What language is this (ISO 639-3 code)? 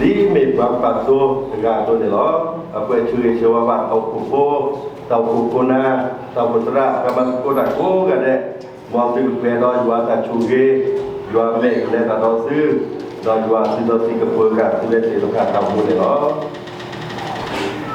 ksw